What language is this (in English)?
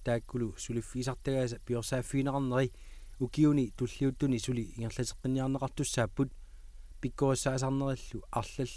Kalaallisut